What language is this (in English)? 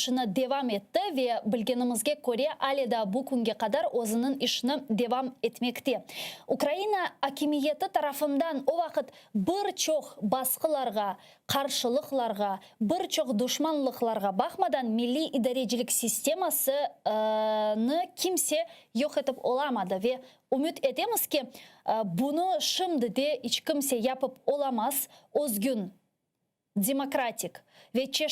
Crimean Tatar